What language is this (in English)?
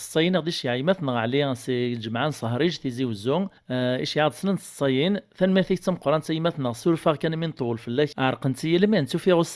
Kabyle